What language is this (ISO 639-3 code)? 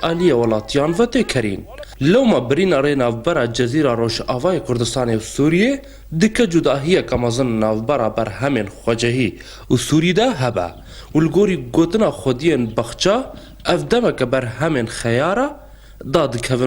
kur